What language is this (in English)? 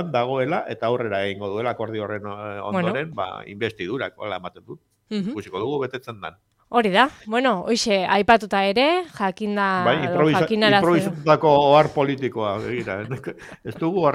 Basque